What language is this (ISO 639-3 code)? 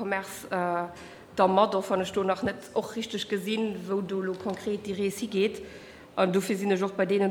ltz